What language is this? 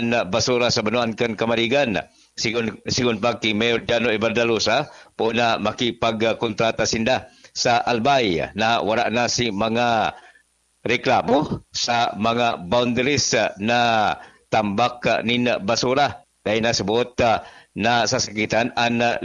Bikol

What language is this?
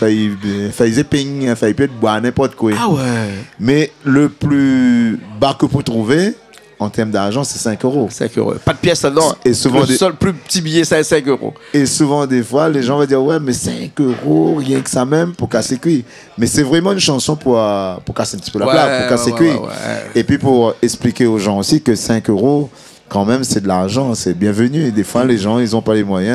Réunion Creole French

